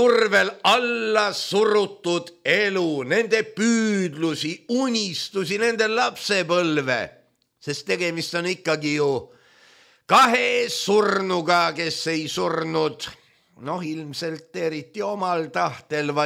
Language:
Estonian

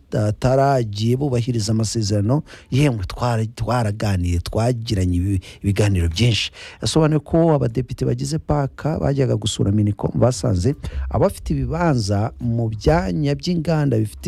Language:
Kinyarwanda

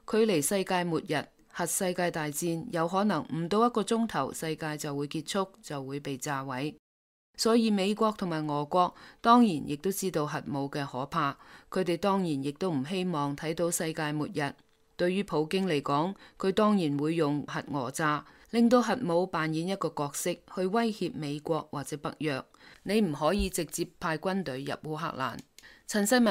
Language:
Cantonese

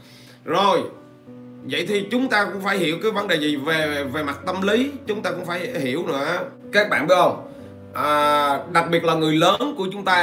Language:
Vietnamese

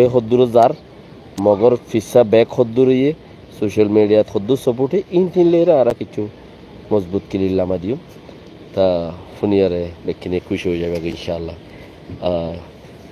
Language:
Rohingya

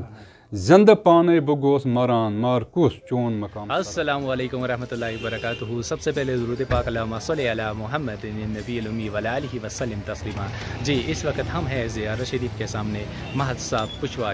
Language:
Kashmiri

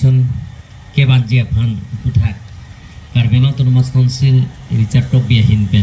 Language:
Karbi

